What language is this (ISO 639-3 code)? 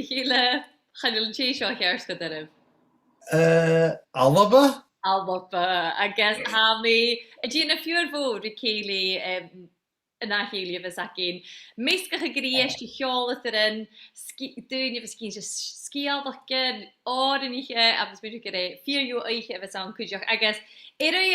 gla